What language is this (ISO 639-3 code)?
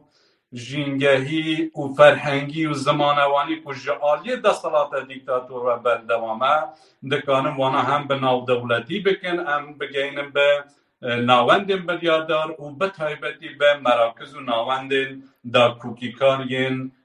kur